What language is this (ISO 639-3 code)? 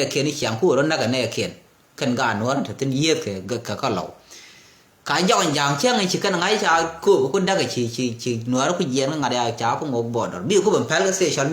nus